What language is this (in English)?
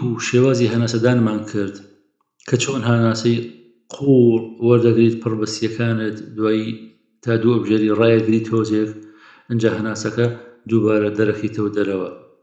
Central Kurdish